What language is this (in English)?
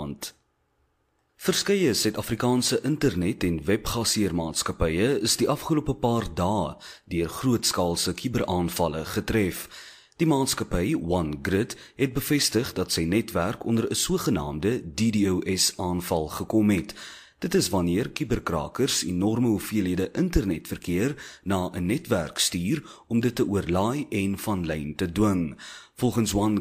Afrikaans